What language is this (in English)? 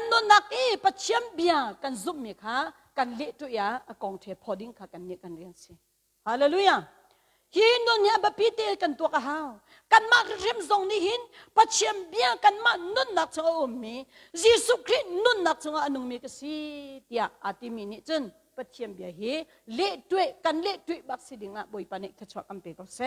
Hakha Chin